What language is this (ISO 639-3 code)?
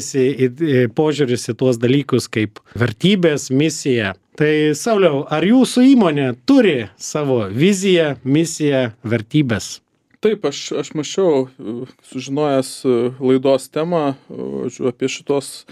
lit